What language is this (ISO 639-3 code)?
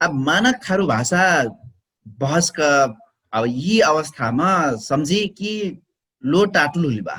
thl